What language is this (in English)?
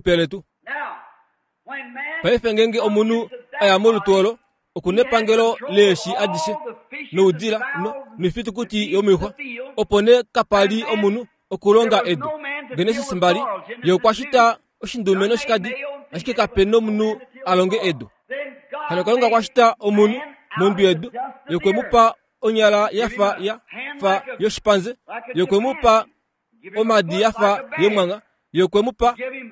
Kuanyama